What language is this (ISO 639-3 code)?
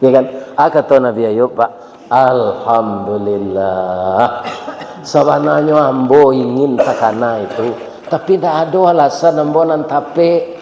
min